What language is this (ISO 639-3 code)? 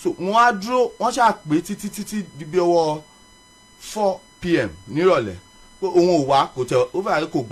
yor